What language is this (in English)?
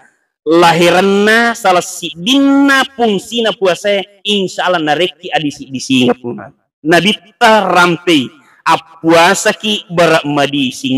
Buginese